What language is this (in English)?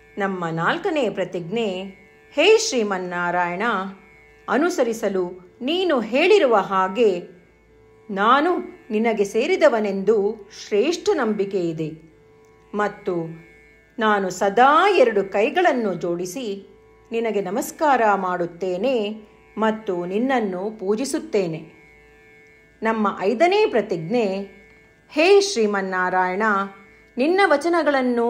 Kannada